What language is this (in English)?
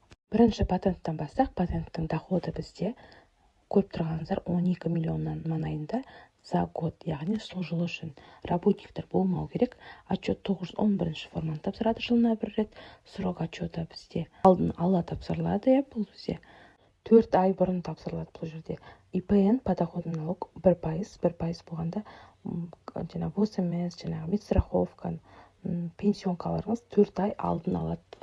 Kazakh